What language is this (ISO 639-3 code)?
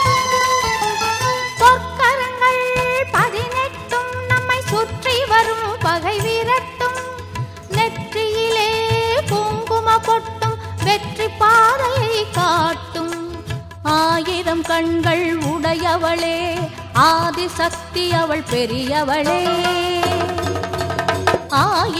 tam